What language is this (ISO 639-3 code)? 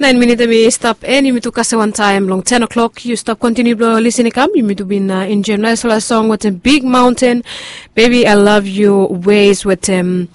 bis